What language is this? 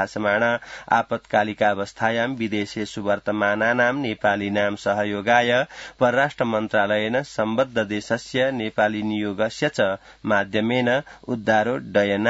Sanskrit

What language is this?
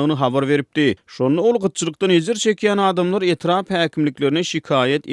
Turkmen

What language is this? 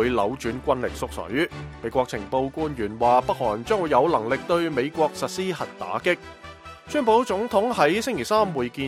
Cantonese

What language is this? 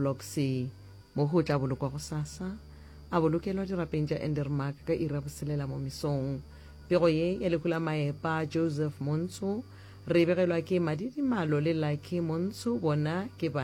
Northern Sotho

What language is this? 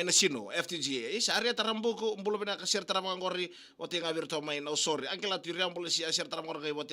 Fijian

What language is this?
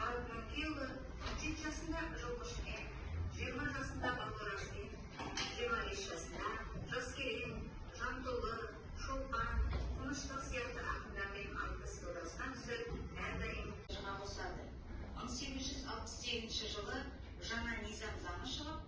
Kazakh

